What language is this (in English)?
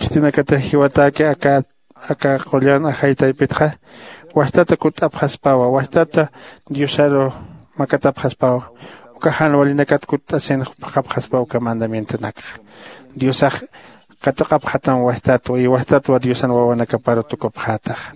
Aymara